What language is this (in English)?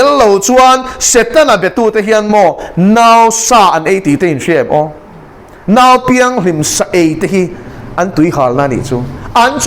Mizo